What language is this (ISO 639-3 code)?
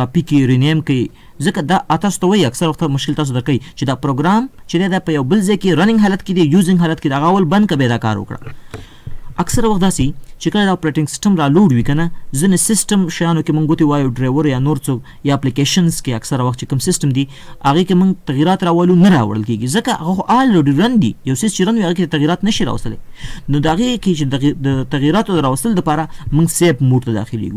pus